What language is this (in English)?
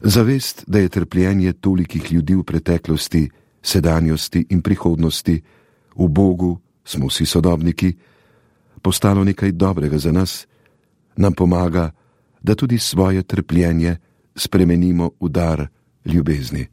Slovenian